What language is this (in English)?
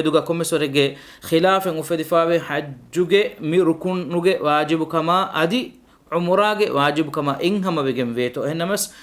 Divehi